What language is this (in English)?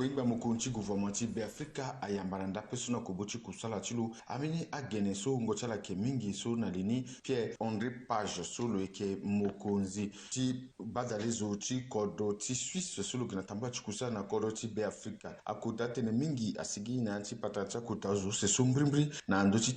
Sango